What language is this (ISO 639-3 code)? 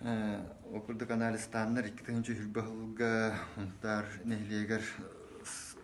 sah